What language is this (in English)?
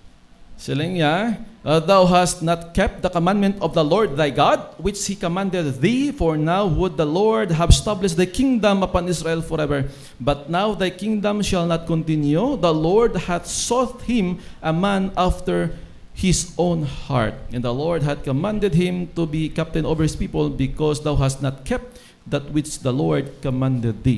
Hiligaynon